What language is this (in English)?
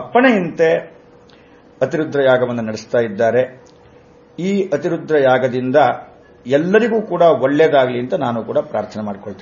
Kannada